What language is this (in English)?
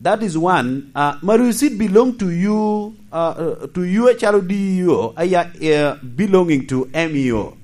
Lango (Uganda)